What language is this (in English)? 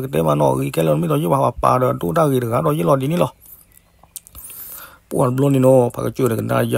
S'gaw Karen